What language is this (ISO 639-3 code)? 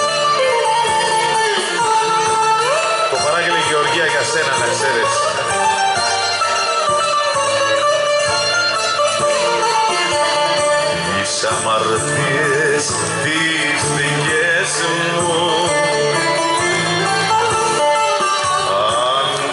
ell